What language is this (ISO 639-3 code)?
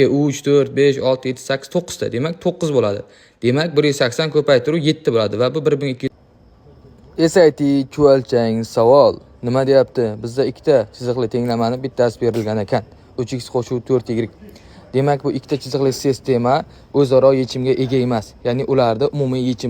uzb